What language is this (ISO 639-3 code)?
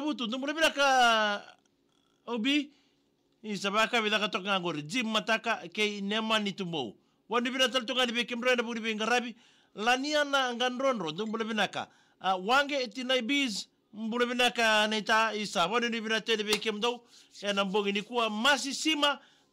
fij